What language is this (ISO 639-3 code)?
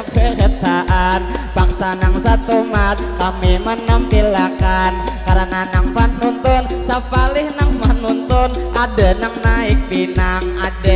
bjn